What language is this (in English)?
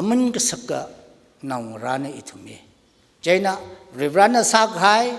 Tangkhul Naga (India)